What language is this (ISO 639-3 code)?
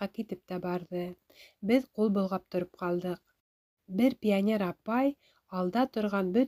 bak